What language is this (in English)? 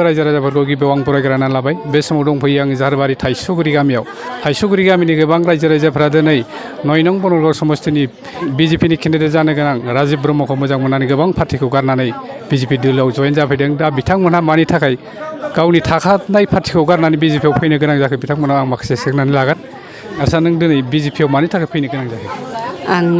Bodo